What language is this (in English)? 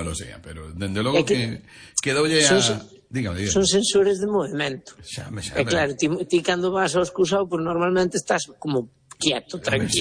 Galician